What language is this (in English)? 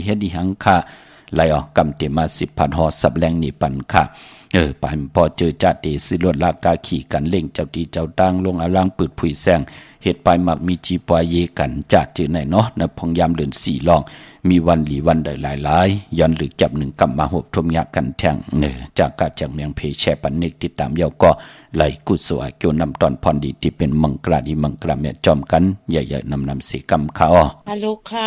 Shan